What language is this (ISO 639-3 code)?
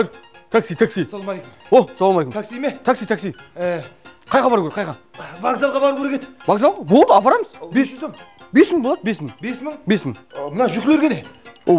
kaa